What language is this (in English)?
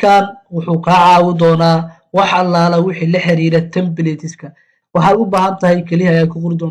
Somali